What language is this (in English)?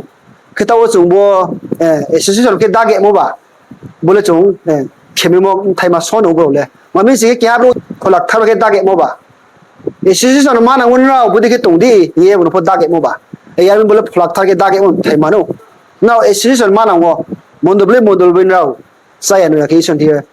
Riang (India)